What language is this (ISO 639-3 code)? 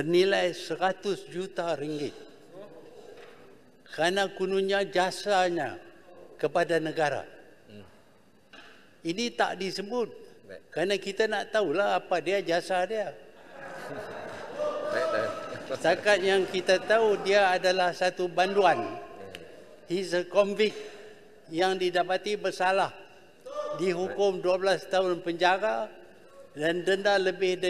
msa